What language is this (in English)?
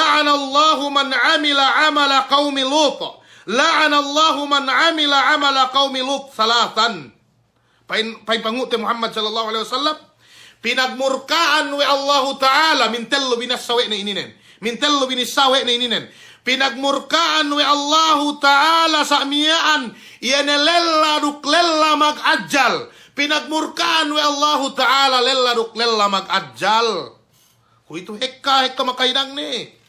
Yakan